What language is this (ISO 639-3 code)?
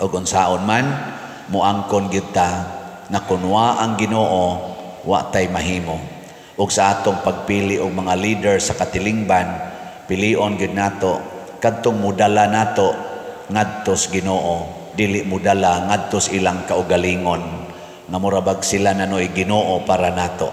ceb